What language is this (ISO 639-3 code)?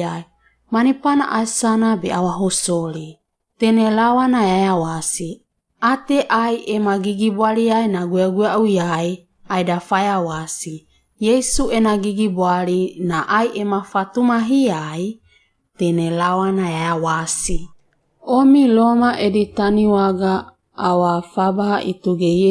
wgb